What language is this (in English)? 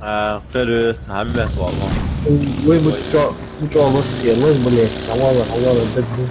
Ingush